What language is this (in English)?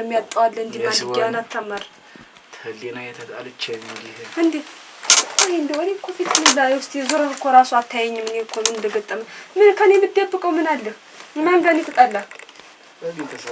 Amharic